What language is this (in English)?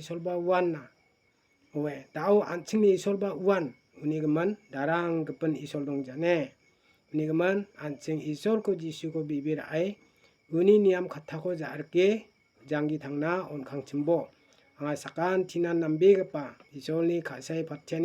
Garo